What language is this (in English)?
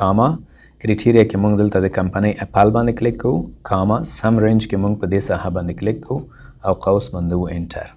Pashto